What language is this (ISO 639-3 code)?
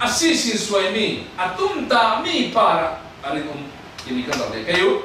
cfm